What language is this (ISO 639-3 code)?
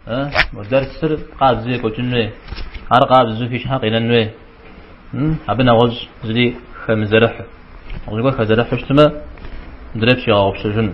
kbd